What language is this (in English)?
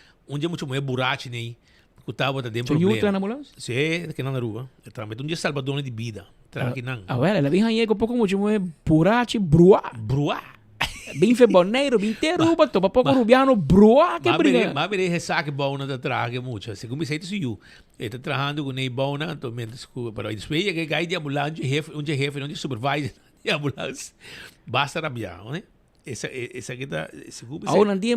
Papiamento